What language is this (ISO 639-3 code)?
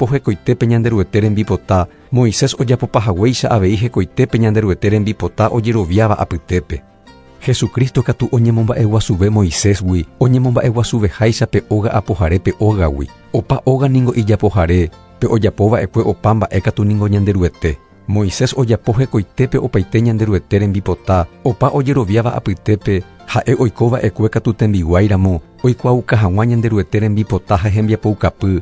grn